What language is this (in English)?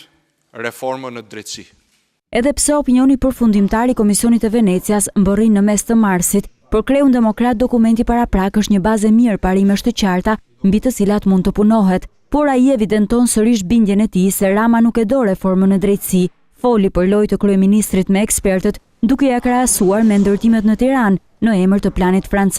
Albanian